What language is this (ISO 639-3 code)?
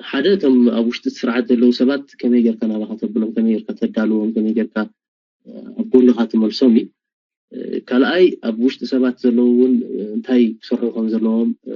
tir